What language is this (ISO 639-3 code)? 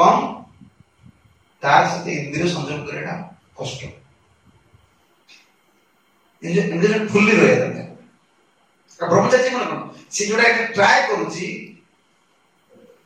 ori